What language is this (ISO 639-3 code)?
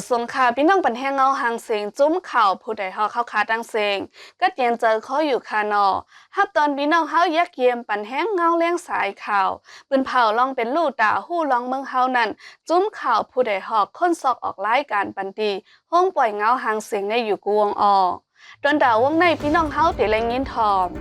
shn